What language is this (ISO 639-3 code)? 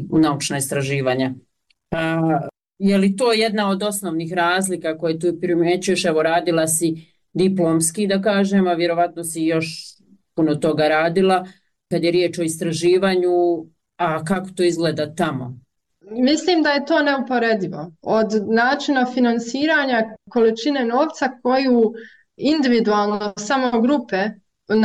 bos